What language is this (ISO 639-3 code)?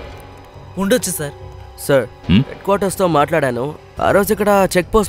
tel